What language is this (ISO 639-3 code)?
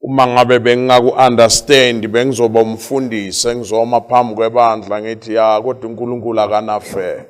zul